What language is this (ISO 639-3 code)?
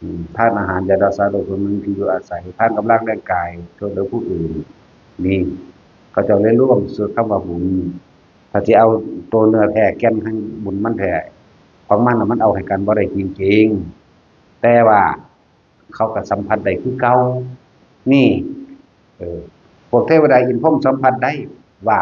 tts